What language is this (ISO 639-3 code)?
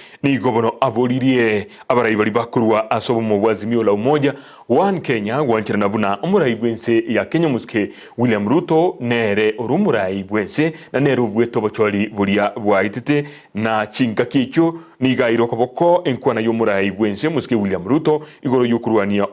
guz